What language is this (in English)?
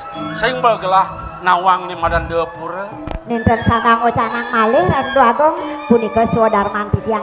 Balinese